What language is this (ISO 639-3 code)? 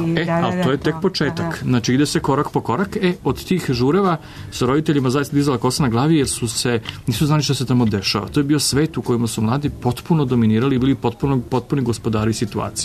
srp